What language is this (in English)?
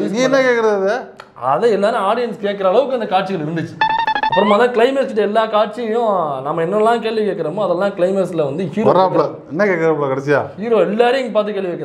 Tamil